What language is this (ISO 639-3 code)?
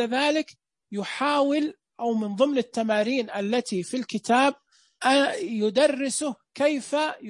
ars